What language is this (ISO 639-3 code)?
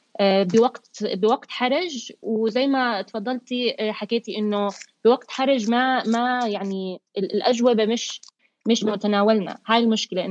apc